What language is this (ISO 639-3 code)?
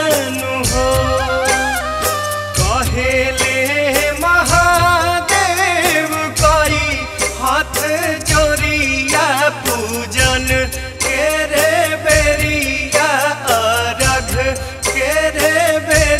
bho